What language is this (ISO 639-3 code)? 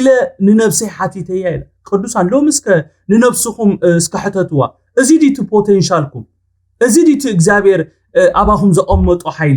tir